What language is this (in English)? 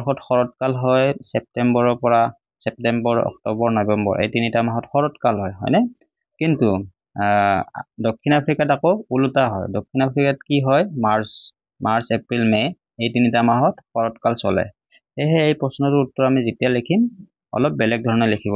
Assamese